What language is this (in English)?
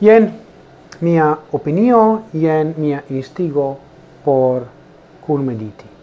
Esperanto